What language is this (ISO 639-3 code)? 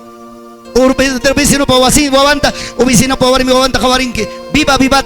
quy